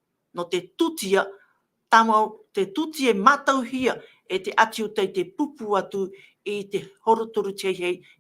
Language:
Tahitian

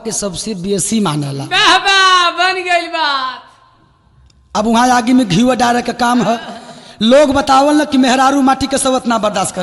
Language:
Bhojpuri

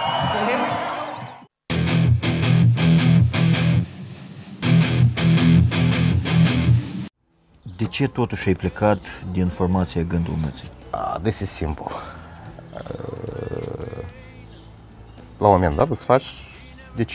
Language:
Romanian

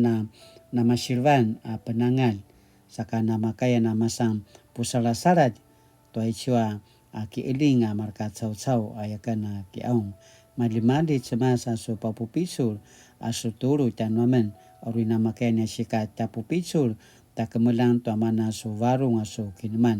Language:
Paiwan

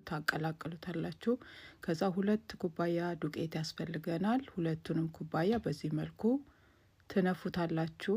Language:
Amharic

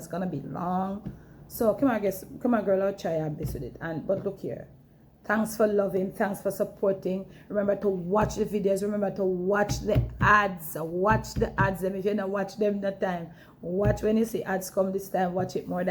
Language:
Jamaican Creole English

